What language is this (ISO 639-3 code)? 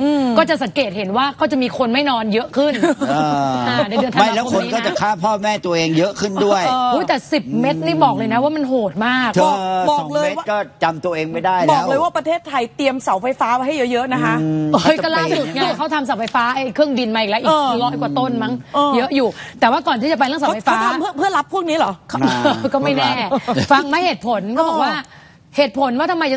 tha